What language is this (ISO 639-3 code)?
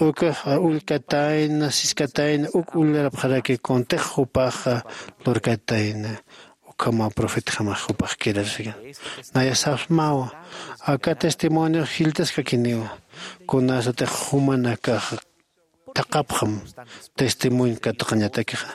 aym